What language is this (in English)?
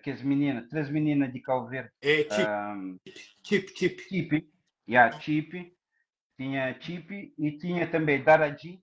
Kabuverdianu